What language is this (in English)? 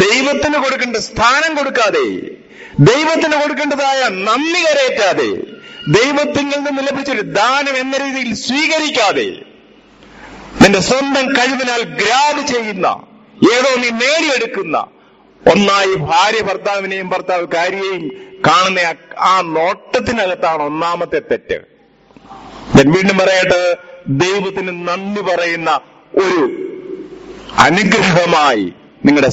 Malayalam